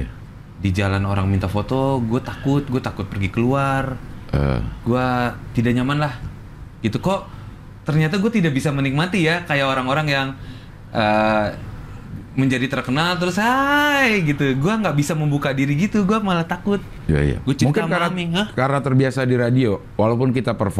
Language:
Indonesian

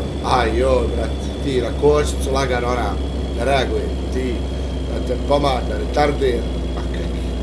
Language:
Bosnian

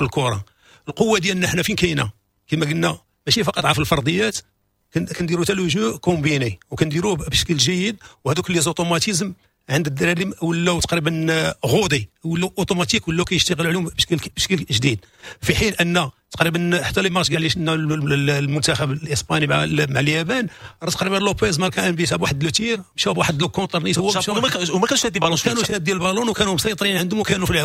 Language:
Moroccan Arabic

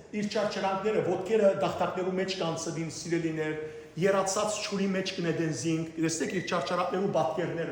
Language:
Western Armenian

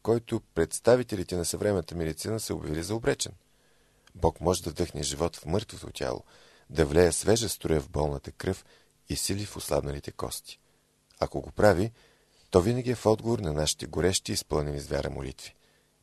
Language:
Bulgarian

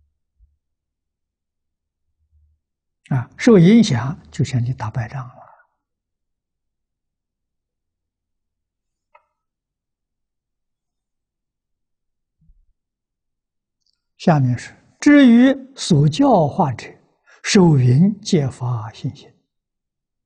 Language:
Chinese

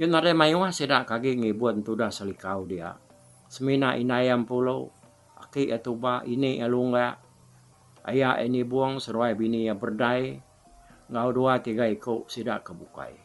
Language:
Iban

